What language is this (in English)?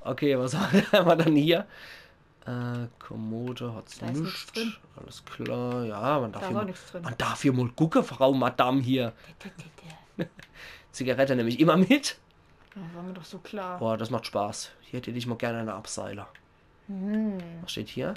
Palatine German